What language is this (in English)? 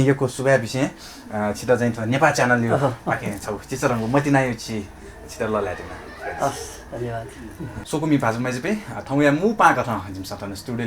Newari